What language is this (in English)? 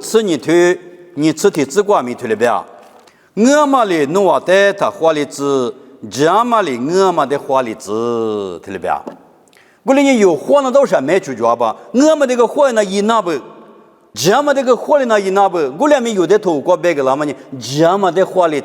Lisu